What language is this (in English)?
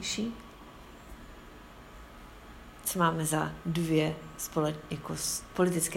Czech